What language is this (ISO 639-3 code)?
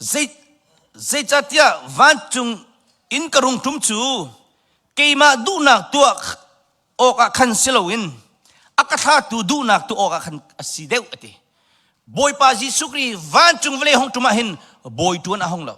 cnh